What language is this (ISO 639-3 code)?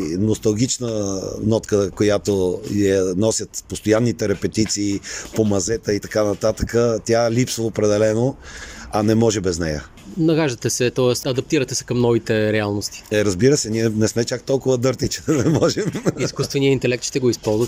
bul